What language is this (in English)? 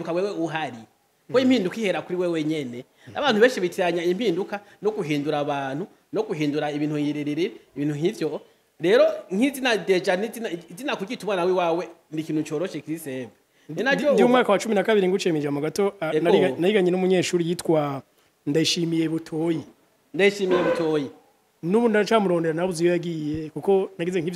Rundi